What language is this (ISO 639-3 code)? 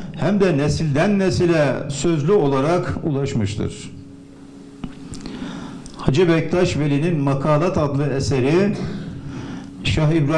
tur